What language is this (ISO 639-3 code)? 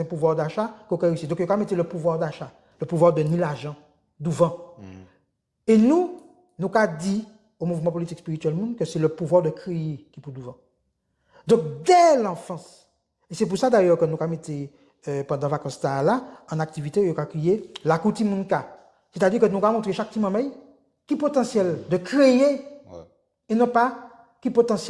gcf